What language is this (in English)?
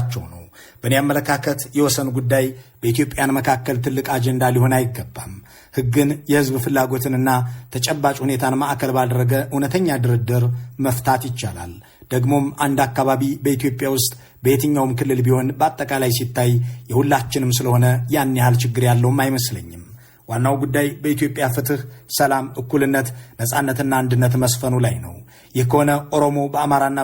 Amharic